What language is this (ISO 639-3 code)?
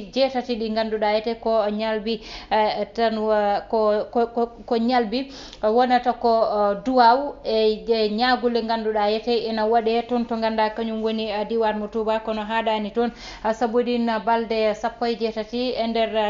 ful